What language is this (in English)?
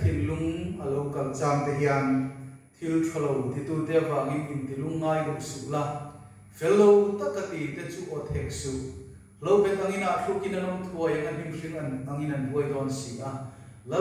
Mizo